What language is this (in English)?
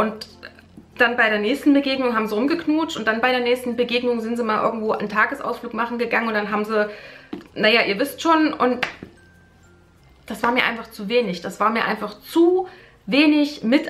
German